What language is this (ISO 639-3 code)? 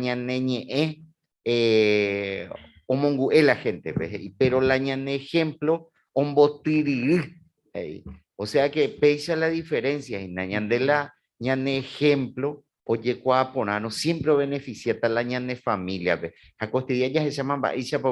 grn